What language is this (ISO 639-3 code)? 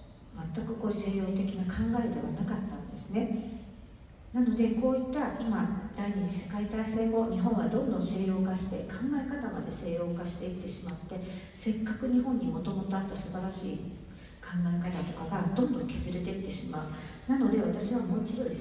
jpn